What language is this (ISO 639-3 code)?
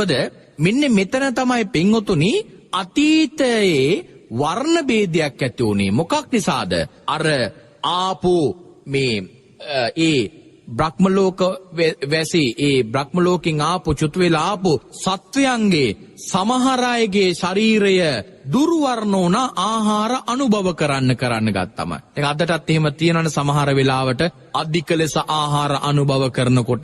sin